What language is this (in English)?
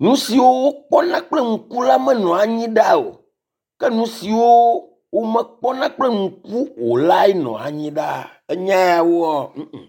Ewe